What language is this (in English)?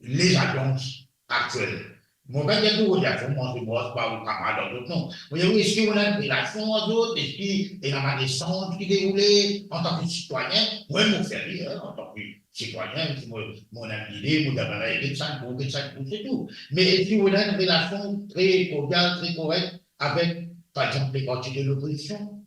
Morisyen